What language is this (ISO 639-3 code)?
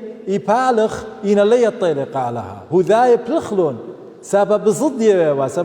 aii